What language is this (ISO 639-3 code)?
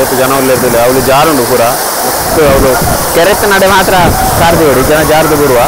tcy